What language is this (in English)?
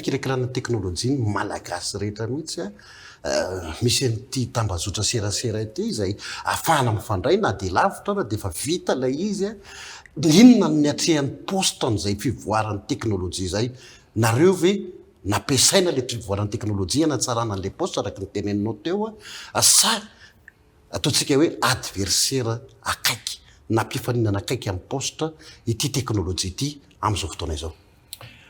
Malagasy